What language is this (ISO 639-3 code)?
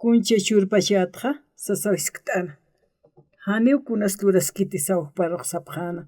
aym